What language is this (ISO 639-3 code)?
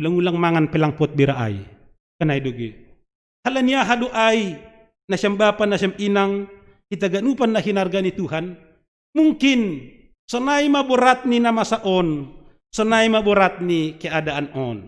bts